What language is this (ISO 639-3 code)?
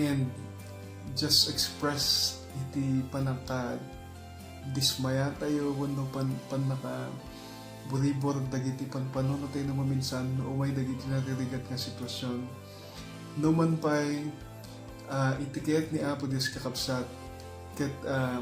ilo